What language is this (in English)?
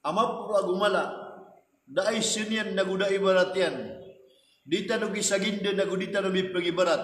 Maranao